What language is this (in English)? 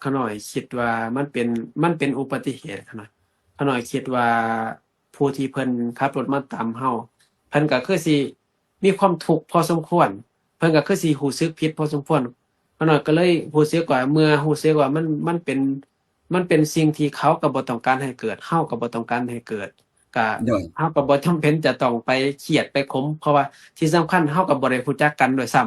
Lao